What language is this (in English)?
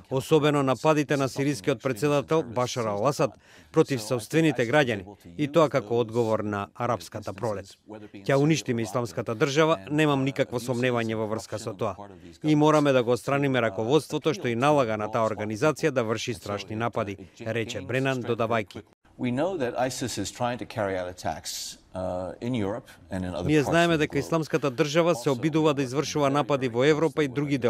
Macedonian